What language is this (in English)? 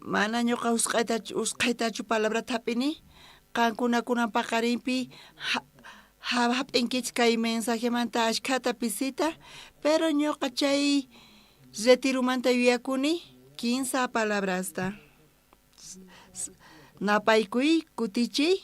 South Bolivian Quechua